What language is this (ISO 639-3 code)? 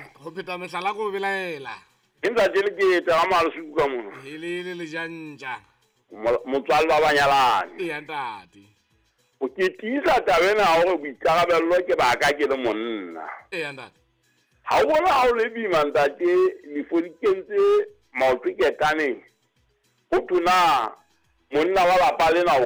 sot